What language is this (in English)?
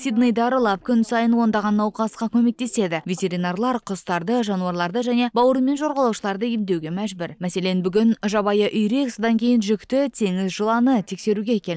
Kazakh